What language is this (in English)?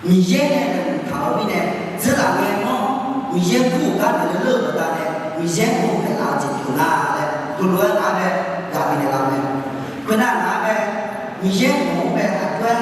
Akha